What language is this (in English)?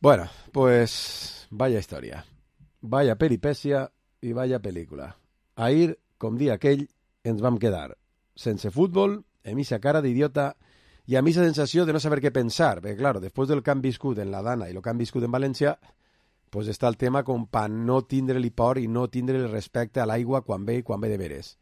Catalan